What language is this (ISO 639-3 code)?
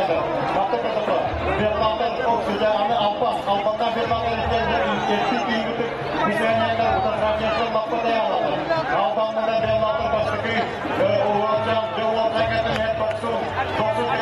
sah